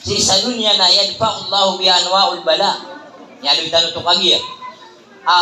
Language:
Maranao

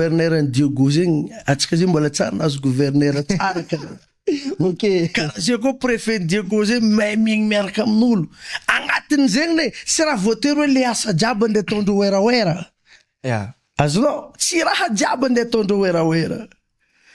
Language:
Malagasy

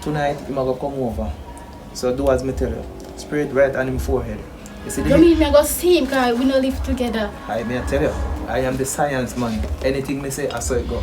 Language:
Jamaican Creole English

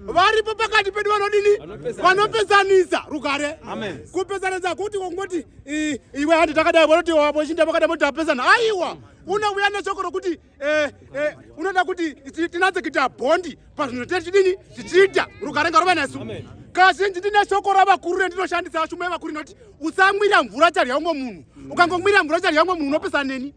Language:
Shona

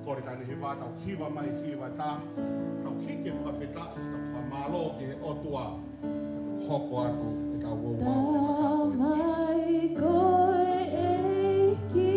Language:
Tongan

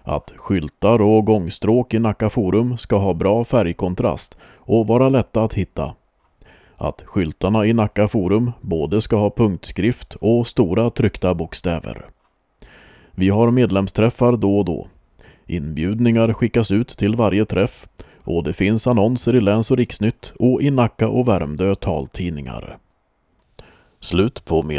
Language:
Swedish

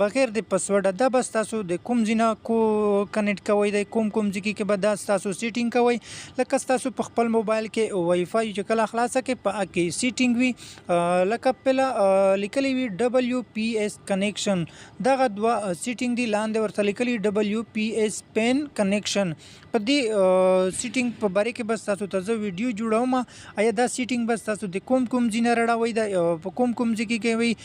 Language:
Pashto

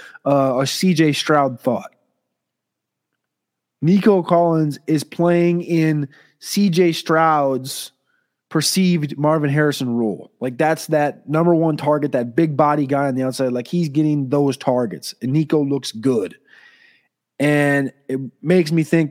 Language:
English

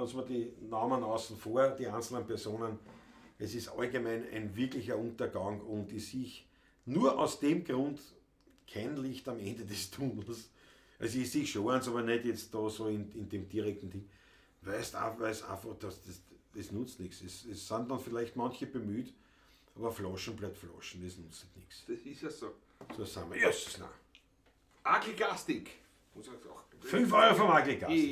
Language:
Bavarian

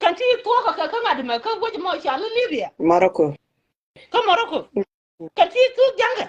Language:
Nuer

